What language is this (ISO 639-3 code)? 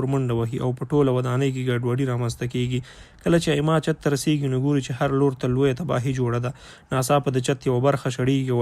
pus